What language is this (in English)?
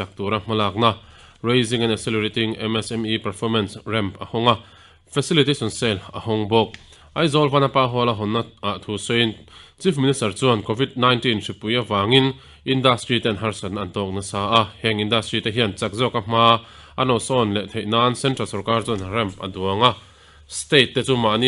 Mizo